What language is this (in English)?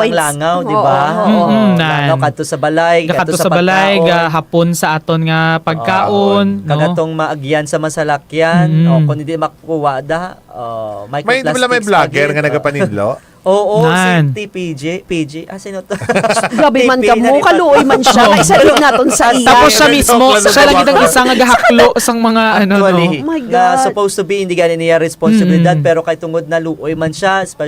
Hiligaynon